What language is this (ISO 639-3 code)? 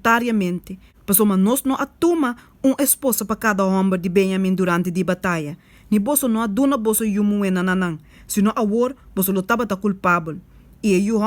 pap